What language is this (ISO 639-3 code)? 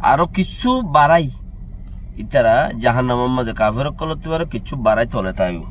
rhg